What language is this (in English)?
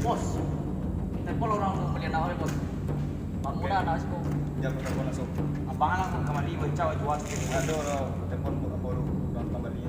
Minangkabau